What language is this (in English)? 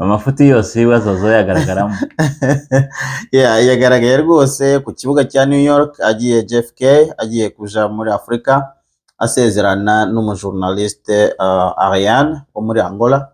Kinyarwanda